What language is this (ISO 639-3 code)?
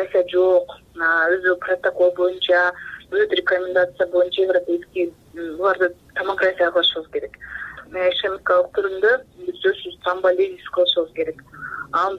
kir